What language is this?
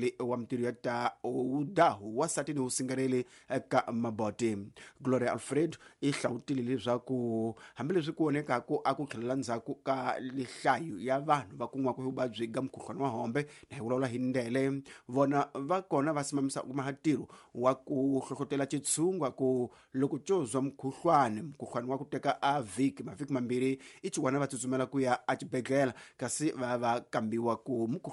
Tsonga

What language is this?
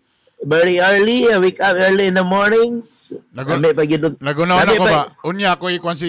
Cebuano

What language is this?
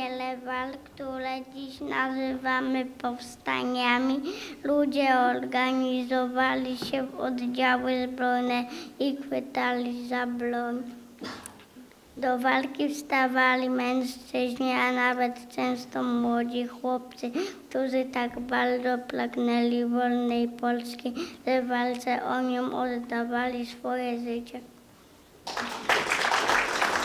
Polish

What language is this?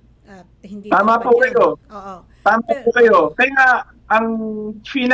Filipino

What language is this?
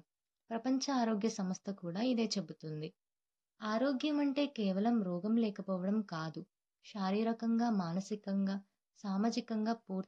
Telugu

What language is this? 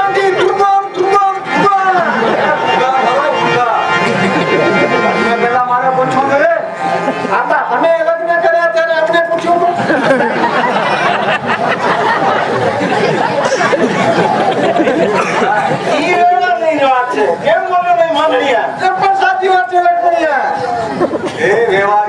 Gujarati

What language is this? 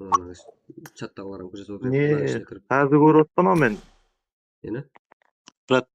Kara-Kalpak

